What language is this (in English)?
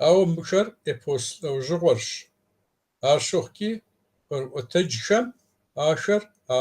Kabardian